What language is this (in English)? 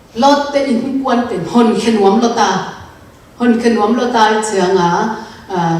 Tedim Chin